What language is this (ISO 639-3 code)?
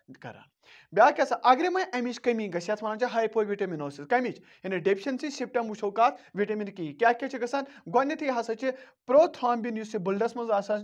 kas